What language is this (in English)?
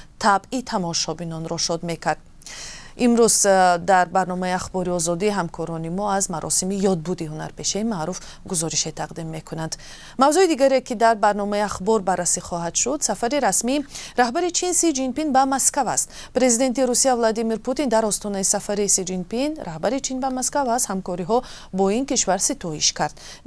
Tajik